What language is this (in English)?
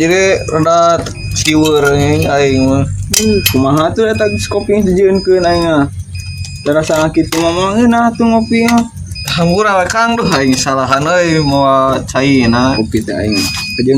Sundanese